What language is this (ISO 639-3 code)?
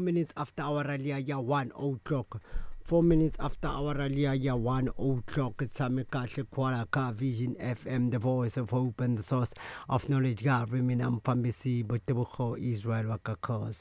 tso